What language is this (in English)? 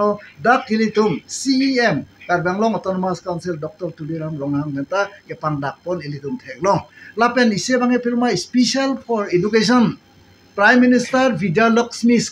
Karbi